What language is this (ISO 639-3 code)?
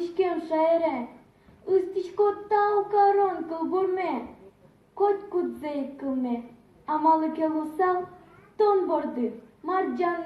udm